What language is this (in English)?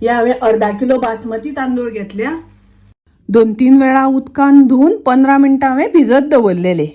Konkani